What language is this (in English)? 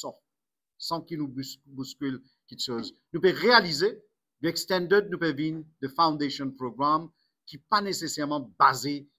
Morisyen